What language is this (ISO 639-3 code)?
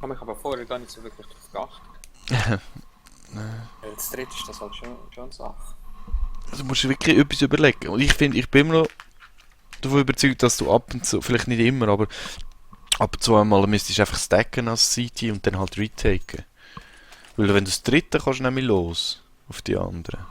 gsw